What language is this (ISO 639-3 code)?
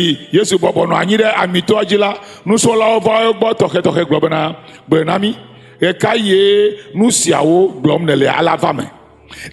ewe